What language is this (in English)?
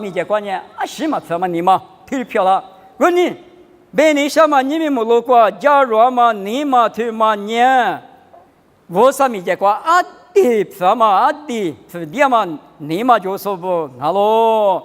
Lisu